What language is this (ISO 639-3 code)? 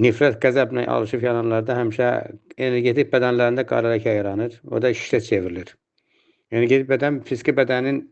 aze